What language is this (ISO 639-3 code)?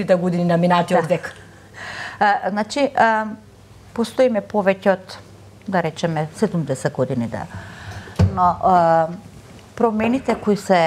mkd